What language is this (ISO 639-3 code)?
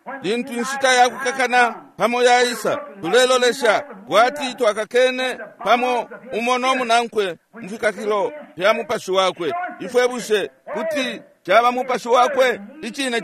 bem